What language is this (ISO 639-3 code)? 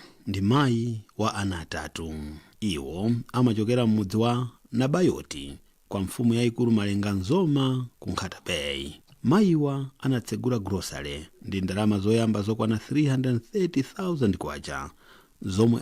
nya